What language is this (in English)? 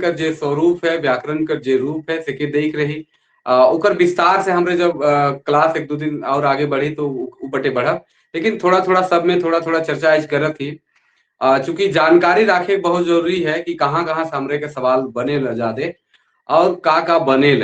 Sadri